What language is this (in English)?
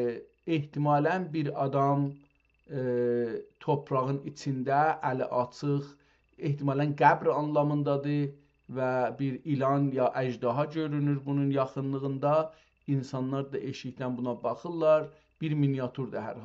South Azerbaijani